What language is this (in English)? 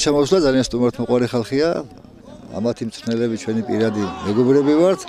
Georgian